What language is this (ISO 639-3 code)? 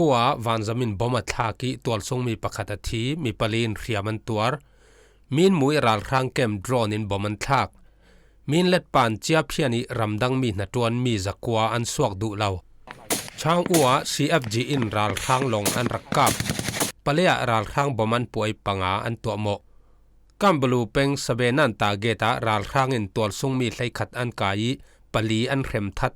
cfm